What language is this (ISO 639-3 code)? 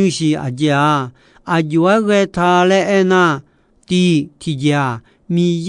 ahk